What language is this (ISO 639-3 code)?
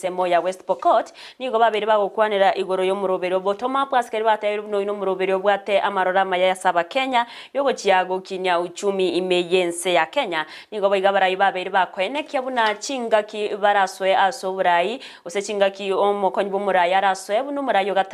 guz